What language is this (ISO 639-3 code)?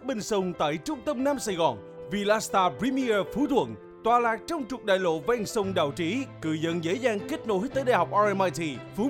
vie